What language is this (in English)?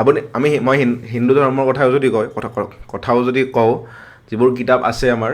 Assamese